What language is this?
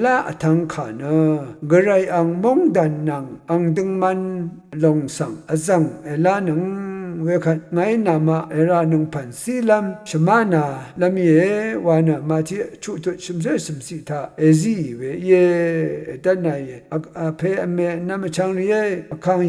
Rawang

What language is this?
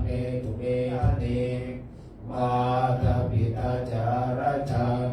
Pali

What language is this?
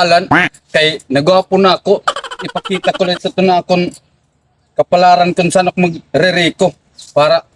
Waray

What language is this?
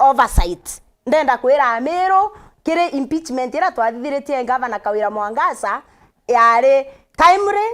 Meru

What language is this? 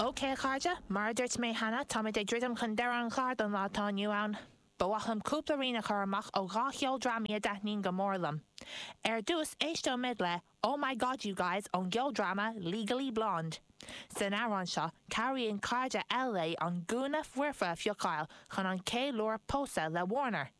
Irish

